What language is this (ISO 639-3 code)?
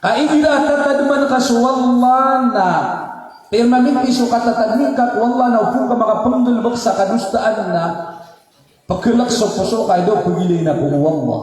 mrw